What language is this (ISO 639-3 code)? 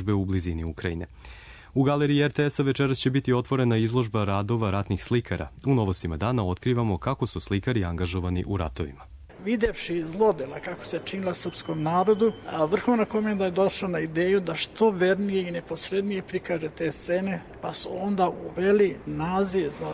srp